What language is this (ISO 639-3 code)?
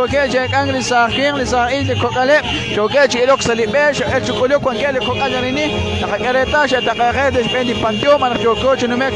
kek